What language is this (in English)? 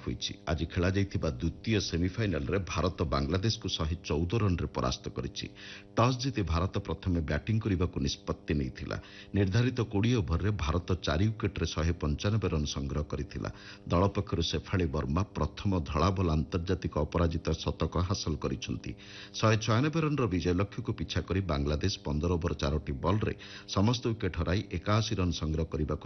Odia